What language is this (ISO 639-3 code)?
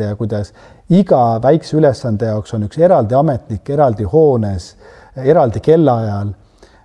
est